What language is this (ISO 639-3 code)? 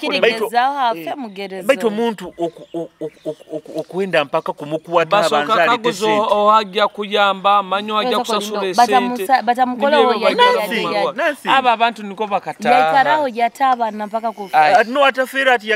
nyo